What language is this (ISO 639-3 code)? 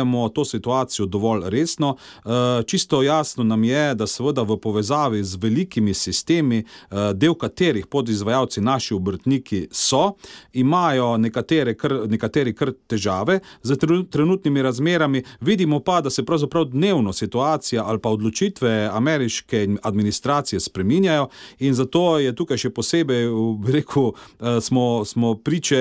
slv